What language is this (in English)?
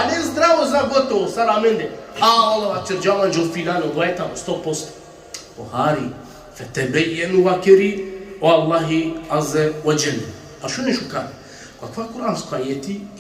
Balkan Romani